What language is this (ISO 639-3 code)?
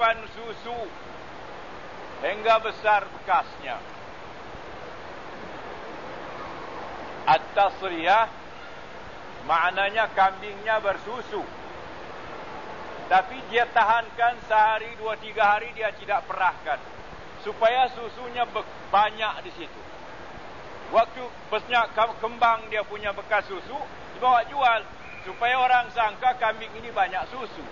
msa